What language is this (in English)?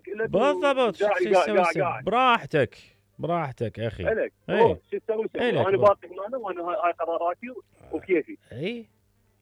Mesopotamian Arabic